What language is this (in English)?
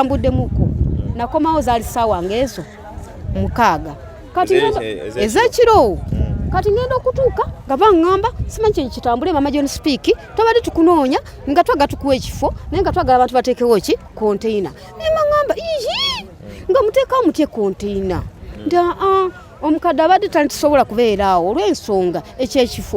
Ganda